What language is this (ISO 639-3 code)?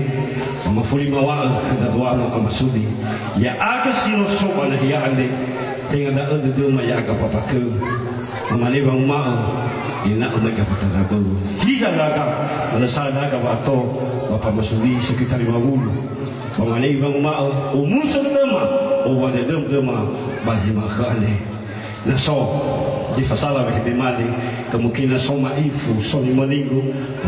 nia